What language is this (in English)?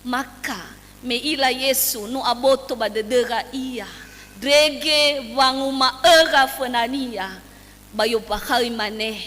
Nias